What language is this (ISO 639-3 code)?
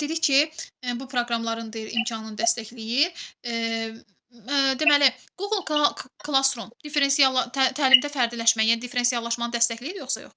aze